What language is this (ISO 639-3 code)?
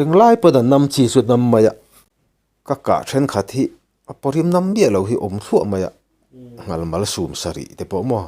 lus